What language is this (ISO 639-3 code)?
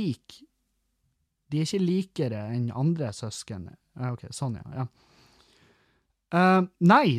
nor